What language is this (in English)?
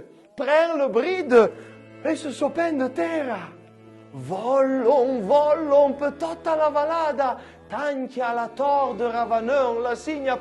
Arpitan